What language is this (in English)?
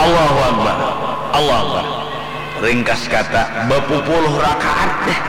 Banjar